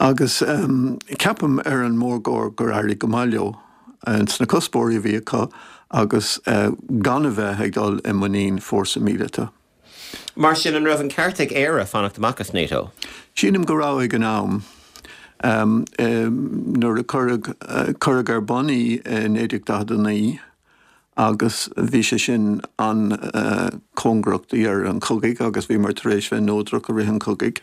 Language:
Irish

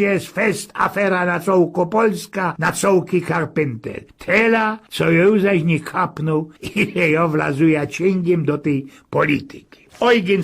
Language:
Silesian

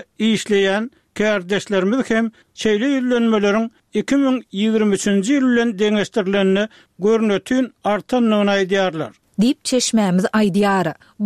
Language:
Turkmen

